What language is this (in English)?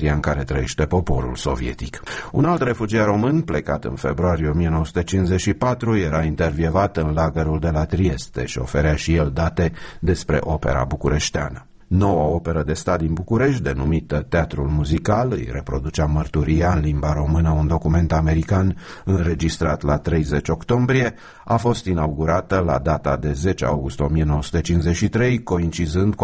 Romanian